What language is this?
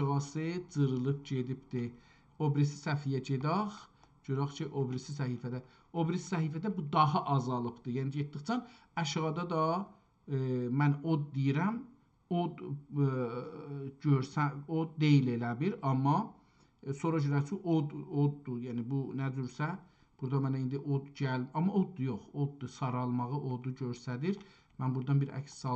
South Azerbaijani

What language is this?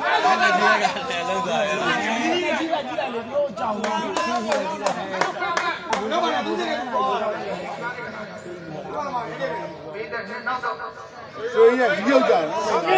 Burmese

